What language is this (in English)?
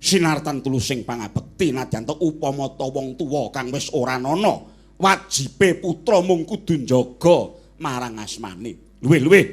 Javanese